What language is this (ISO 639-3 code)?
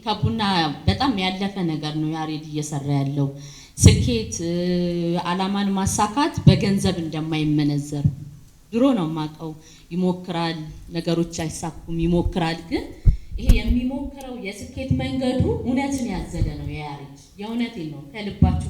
amh